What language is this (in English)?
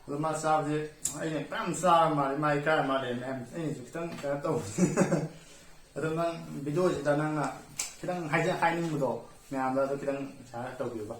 Manipuri